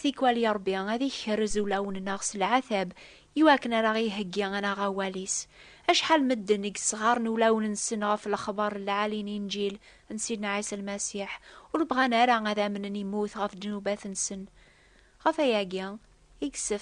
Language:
Kabyle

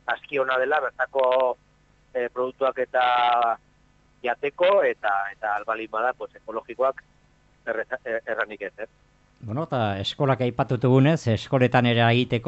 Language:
Basque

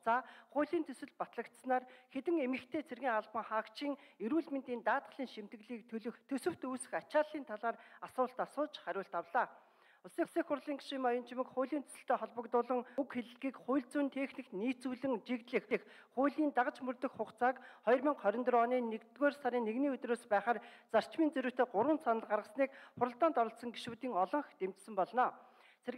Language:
Mongolian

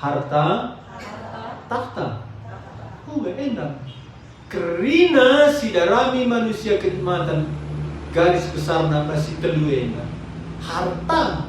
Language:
Batak Karo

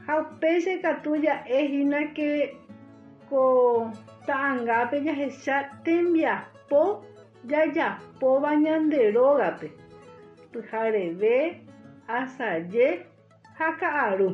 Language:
Guarani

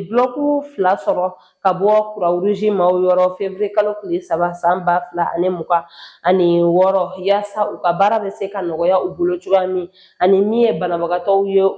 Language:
Bambara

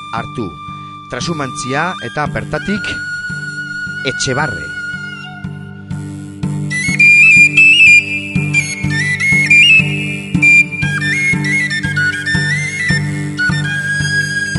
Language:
Basque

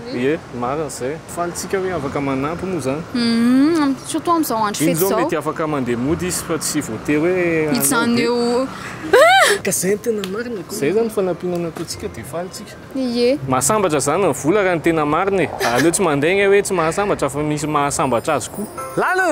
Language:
Malagasy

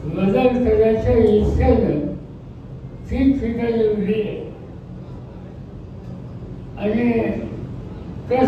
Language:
Marathi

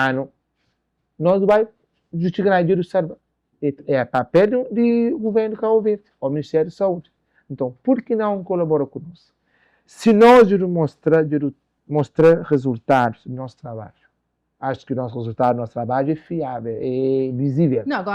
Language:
Kabuverdianu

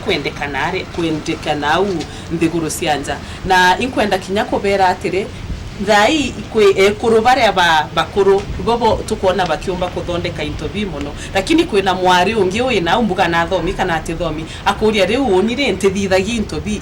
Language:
Meru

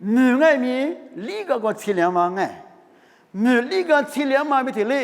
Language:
Lisu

